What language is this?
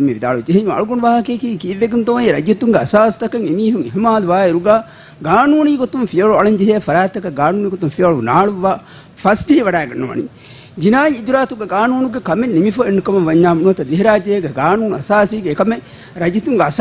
Divehi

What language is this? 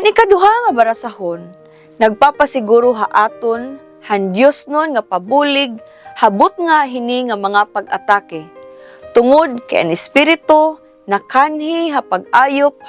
Waray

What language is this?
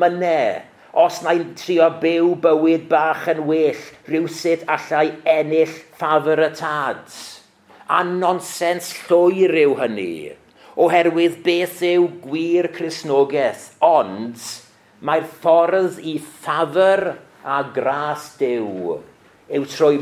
Welsh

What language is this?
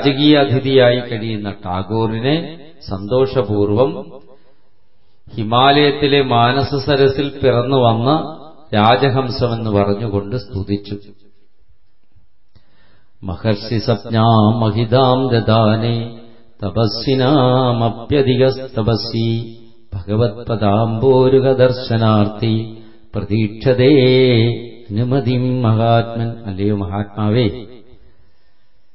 Malayalam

